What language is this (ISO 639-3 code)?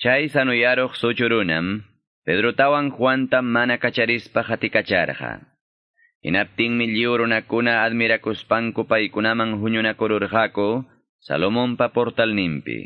que